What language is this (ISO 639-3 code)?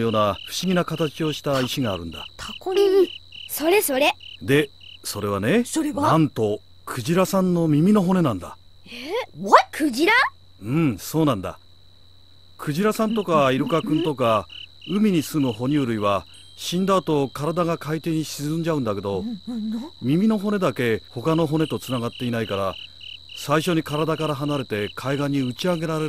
jpn